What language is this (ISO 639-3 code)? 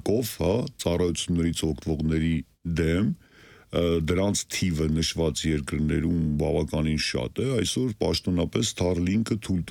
hye